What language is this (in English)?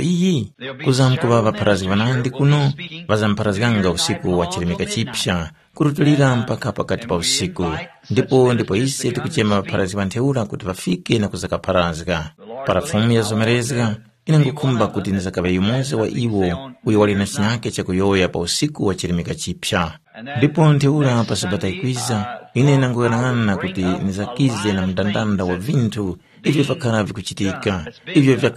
Tumbuka